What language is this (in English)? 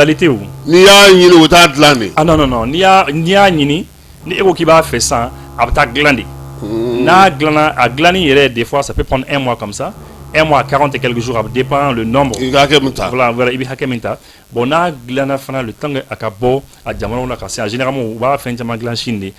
Bambara